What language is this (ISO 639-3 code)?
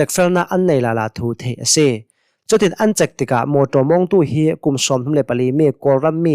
cnh